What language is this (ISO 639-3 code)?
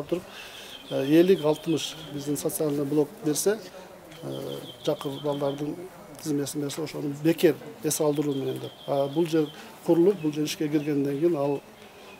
kir